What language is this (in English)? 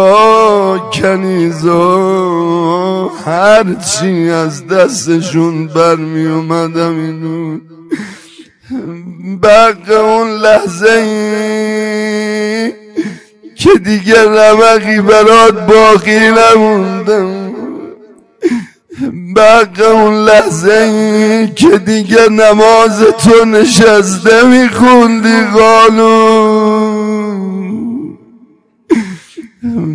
Persian